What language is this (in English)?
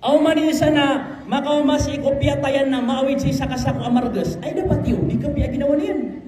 Maranao